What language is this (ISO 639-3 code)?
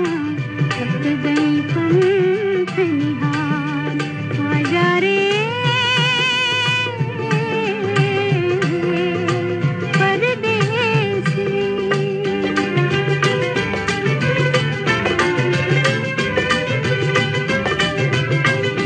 hin